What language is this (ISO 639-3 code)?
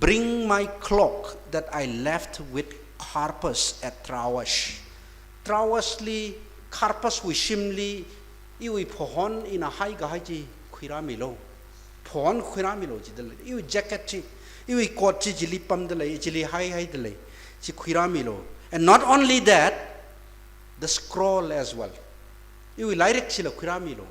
nmf